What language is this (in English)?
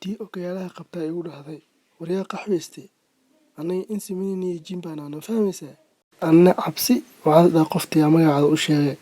Somali